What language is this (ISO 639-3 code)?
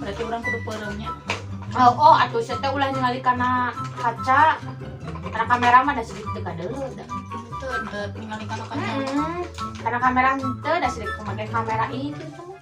sun